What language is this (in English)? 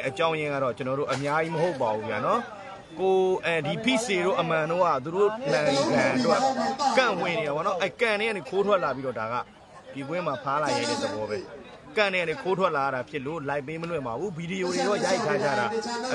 Burmese